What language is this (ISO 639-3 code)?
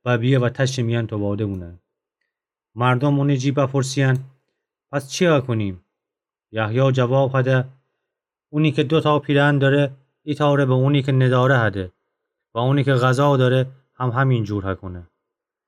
glk